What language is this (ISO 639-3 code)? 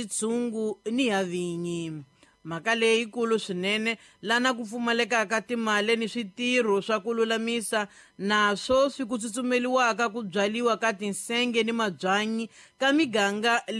tso